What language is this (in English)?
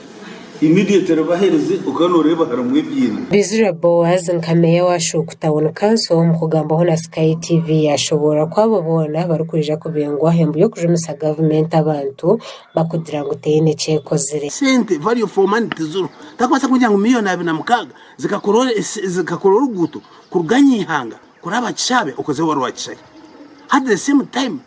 Nyankole